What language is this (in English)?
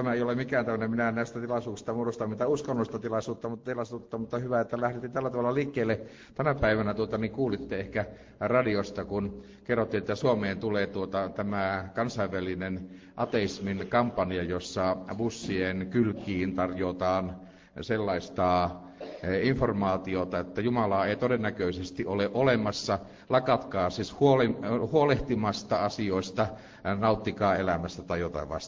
Finnish